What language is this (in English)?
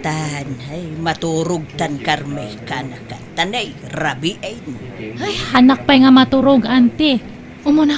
Iloko